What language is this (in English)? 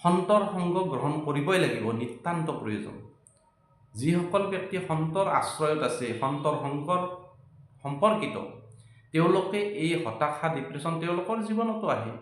Assamese